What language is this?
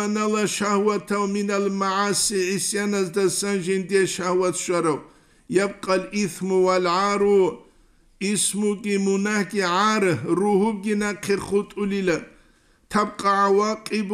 Avaric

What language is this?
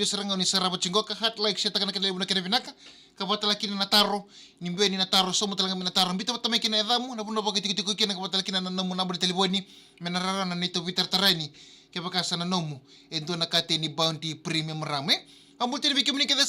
Fijian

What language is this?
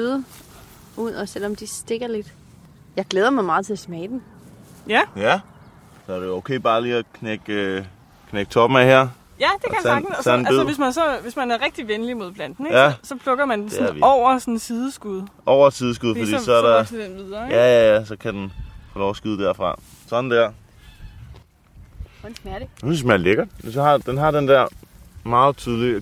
Danish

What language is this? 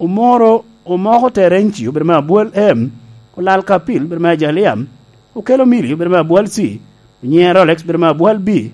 Lango (Uganda)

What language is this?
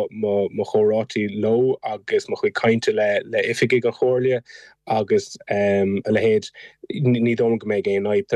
Irish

